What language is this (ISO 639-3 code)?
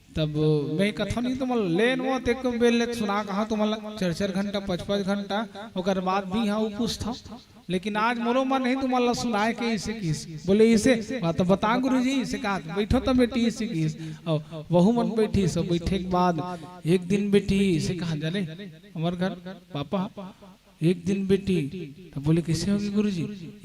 hne